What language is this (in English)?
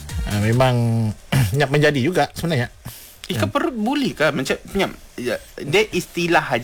Malay